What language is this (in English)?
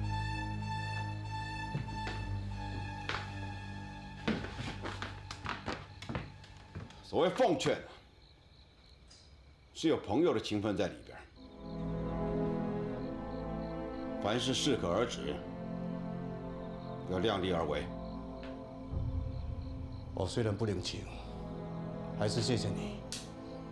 Chinese